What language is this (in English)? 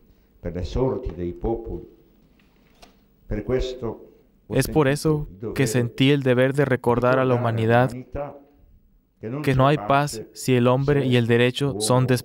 Spanish